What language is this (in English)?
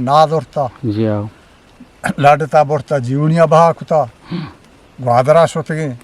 Eastern Balochi